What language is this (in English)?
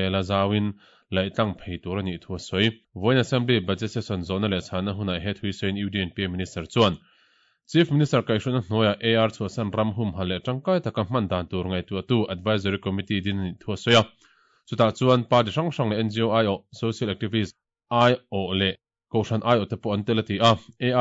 Mizo